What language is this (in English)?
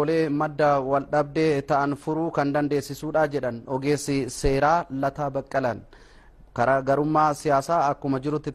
Oromo